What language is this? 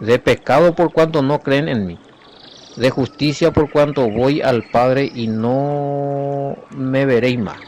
Guarani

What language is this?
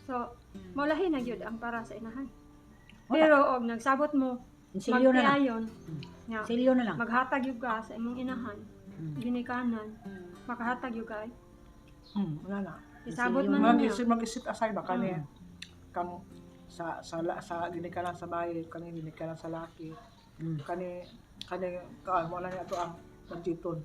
Cebuano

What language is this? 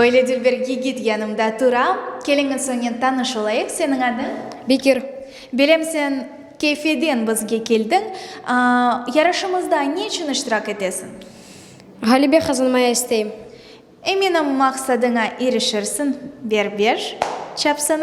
Crimean Tatar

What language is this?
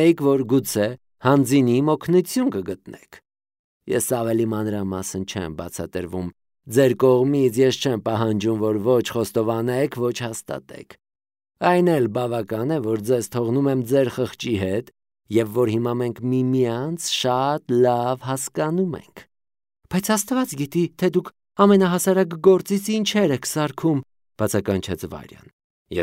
Armenian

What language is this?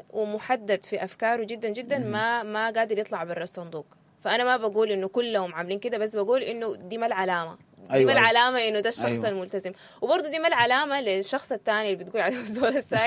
Sudanese Arabic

